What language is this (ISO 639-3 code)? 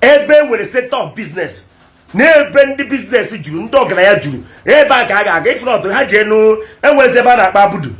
ibo